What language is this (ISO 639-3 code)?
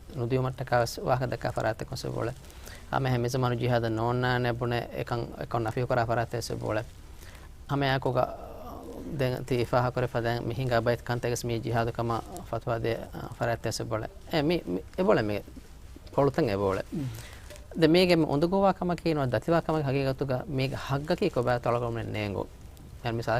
div